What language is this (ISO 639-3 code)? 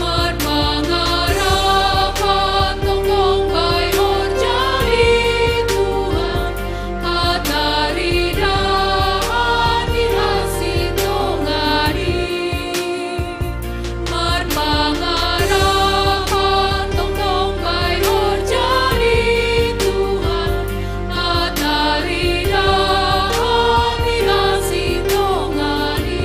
bts